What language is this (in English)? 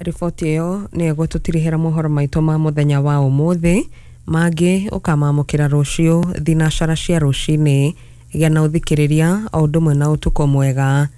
Kikuyu